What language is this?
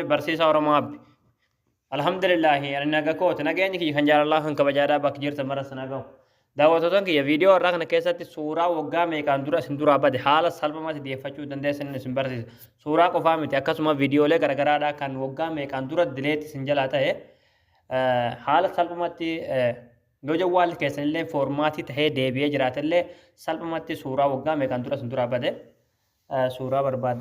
Oromo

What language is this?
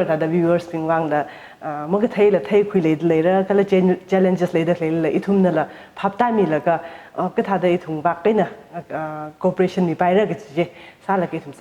Tangkhul Naga (India)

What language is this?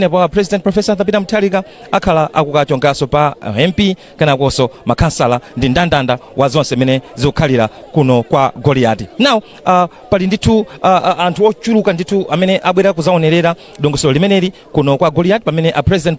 Nyanja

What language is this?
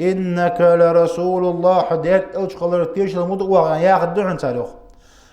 Ingush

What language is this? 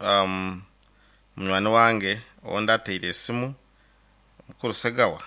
Nyoro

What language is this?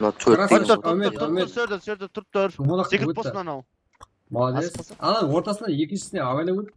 Kara-Kalpak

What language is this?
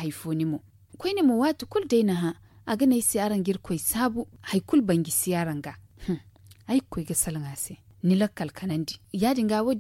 Zarma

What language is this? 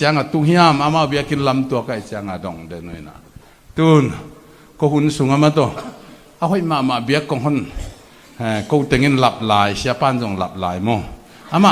Tedim Chin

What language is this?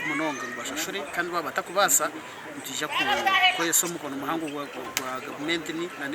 Nyankole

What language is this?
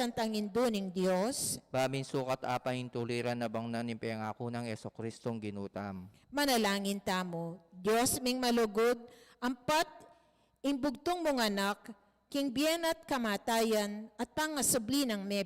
Pampanga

